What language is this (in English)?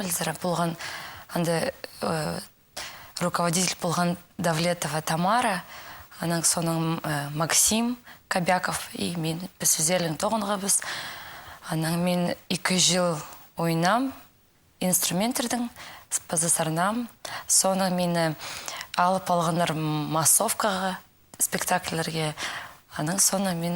Khakas